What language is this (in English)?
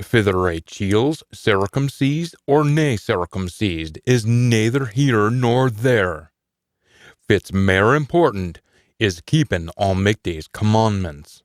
Scots